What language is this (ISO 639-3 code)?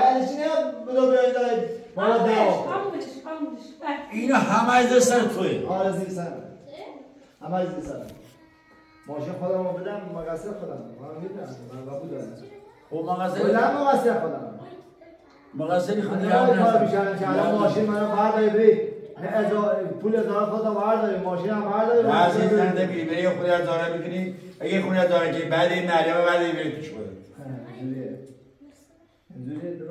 fas